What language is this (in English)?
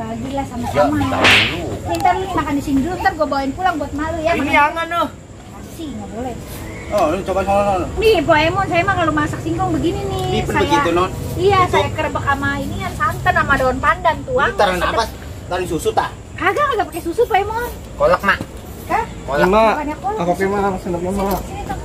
Betawi